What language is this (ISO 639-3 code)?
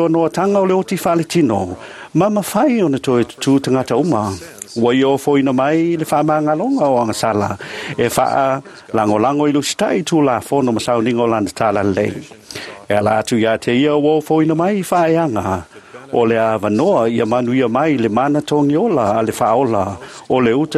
smo